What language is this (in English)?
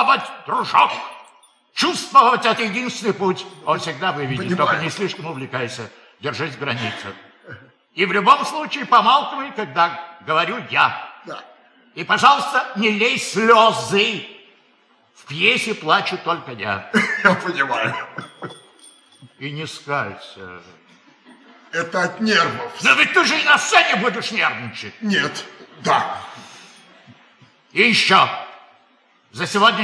Russian